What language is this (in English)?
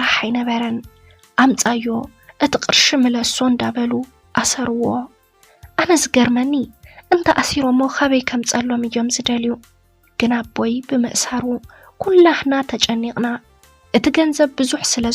Tigrinya